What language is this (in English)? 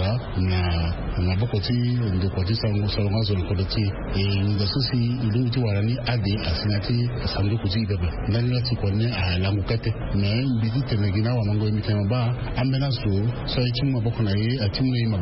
Sango